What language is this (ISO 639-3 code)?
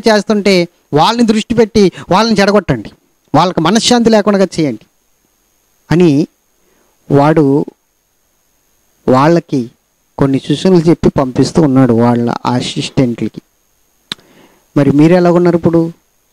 tel